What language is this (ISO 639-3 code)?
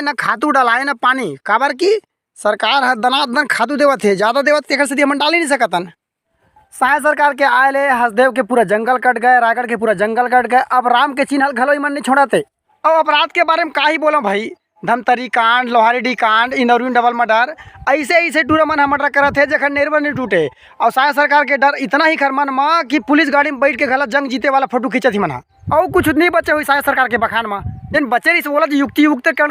hne